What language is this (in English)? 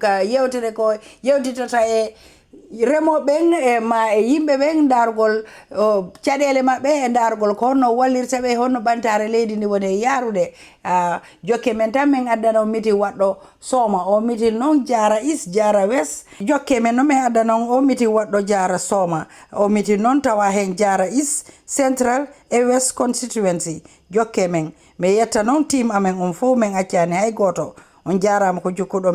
Fula